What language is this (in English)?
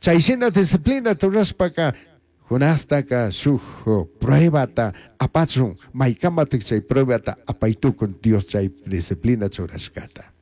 Chimborazo Highland Quichua